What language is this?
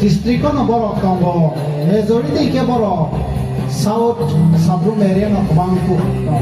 Kok Borok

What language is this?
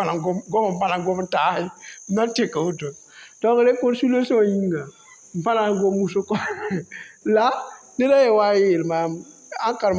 Mossi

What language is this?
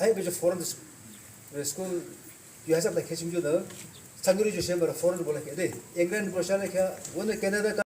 Yimchungru Naga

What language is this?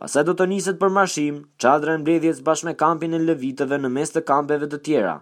Albanian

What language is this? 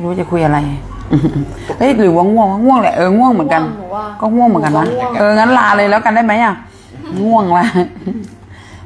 Thai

